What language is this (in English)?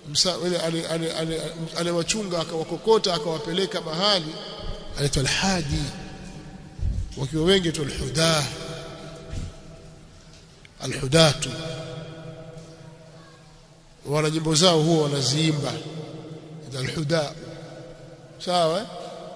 Swahili